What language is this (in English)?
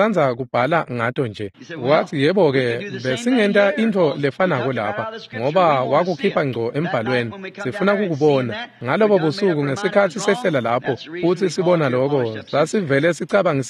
Swati